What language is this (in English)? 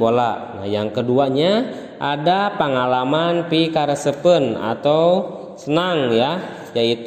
Sundanese